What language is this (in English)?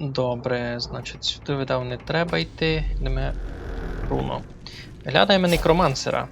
Rusyn